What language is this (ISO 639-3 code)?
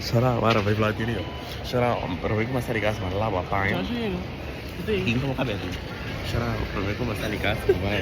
pap